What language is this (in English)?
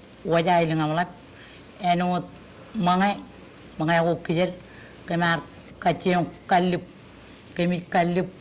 Marshallese